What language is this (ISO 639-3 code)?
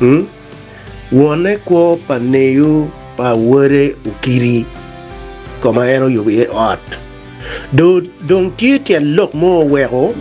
ach